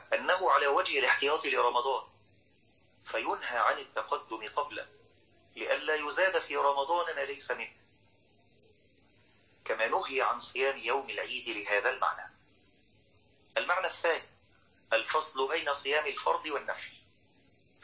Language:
Arabic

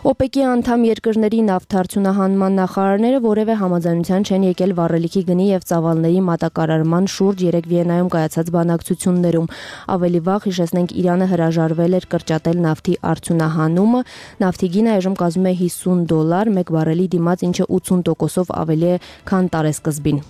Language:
Armenian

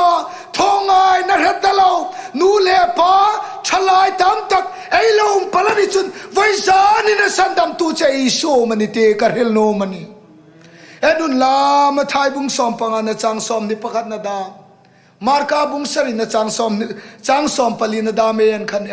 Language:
Hmar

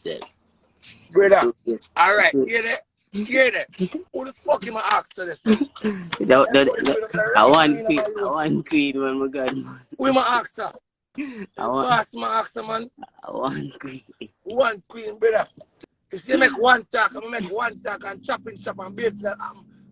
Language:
Jamaican Creole English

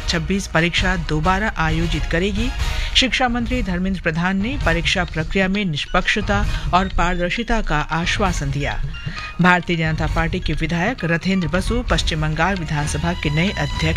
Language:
Hindi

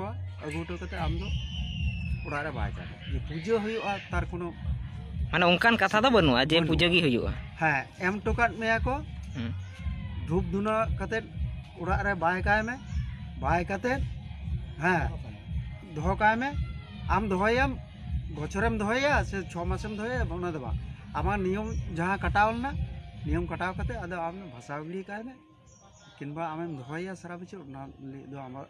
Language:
Santali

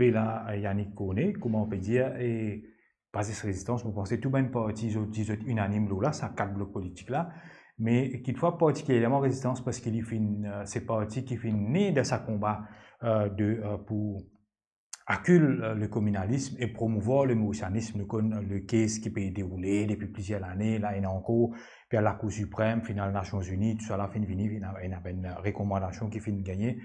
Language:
Morisyen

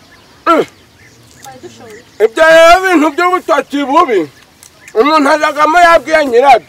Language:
Kinyarwanda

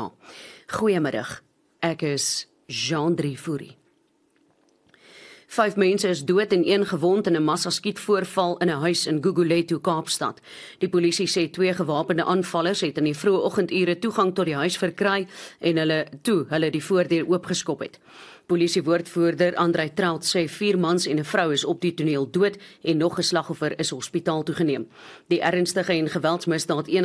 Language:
Afrikaans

